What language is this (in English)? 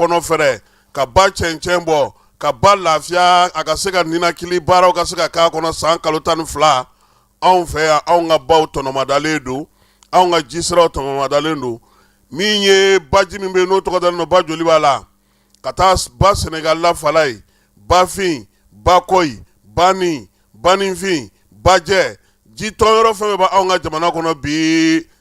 Bambara